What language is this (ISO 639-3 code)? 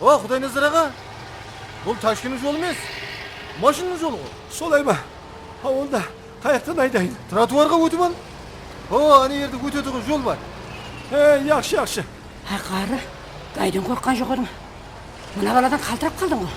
kaa